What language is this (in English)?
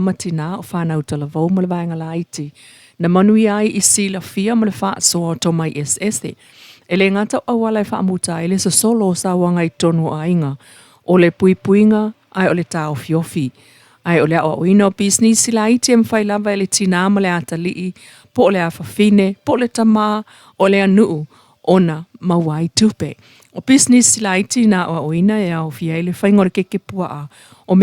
Samoan